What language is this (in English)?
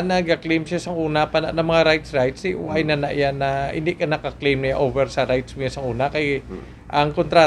Hiligaynon